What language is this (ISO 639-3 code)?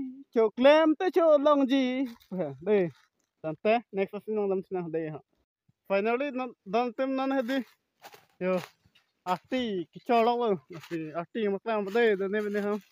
mjw